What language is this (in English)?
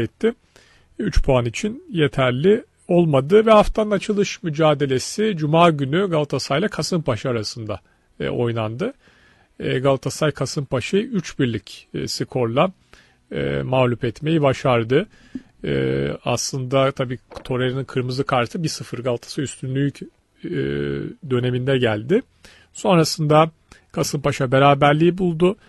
Turkish